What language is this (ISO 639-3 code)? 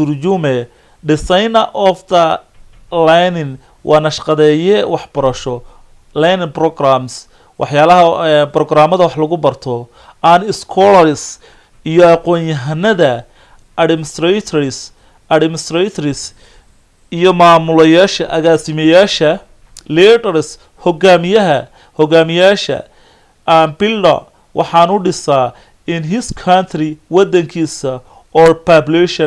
som